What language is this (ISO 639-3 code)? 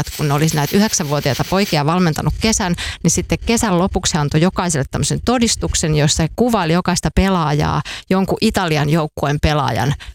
fin